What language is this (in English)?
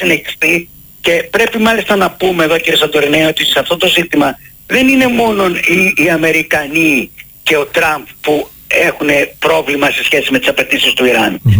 Greek